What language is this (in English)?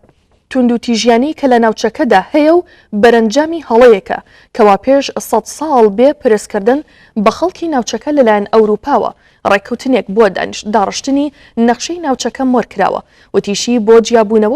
Central Kurdish